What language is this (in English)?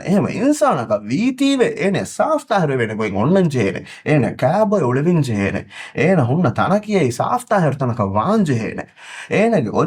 Divehi